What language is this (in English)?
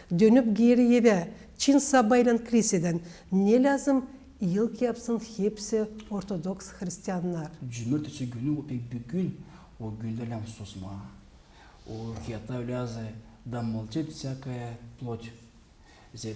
Gagauz